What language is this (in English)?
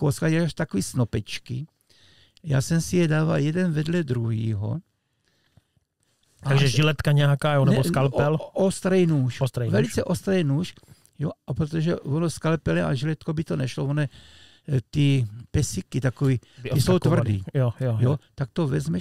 Czech